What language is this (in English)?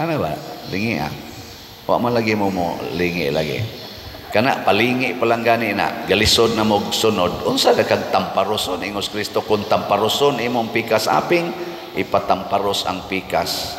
Cebuano